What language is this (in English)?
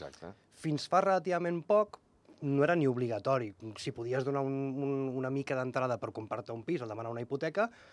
Catalan